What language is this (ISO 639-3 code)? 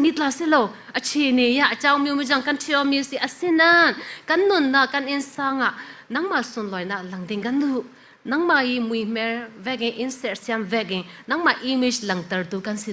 cfm